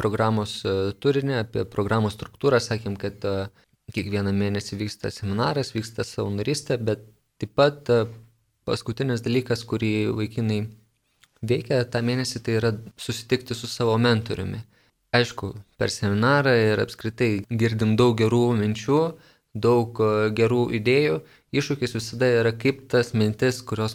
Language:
Lithuanian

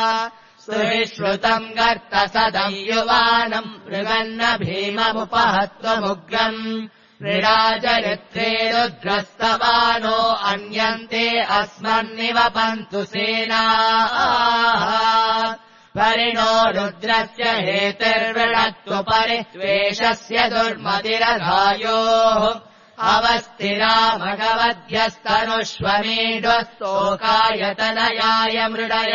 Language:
Sanskrit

